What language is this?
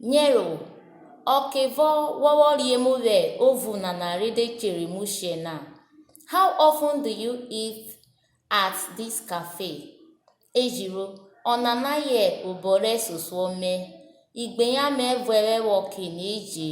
Urhobo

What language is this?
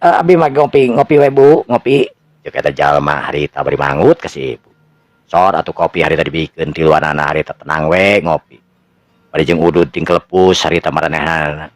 Sundanese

